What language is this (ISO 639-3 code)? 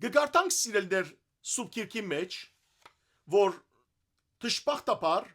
hyw